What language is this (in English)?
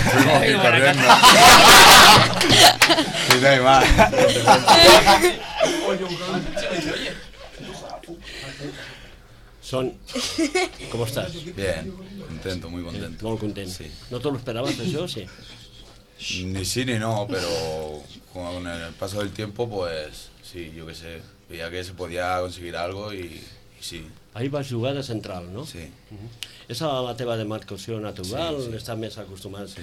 Catalan